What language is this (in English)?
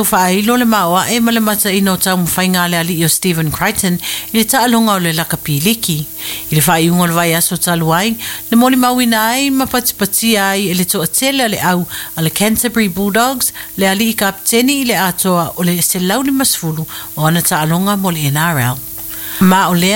Samoan